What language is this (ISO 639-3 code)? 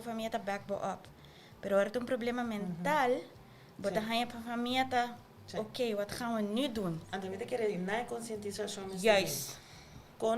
pap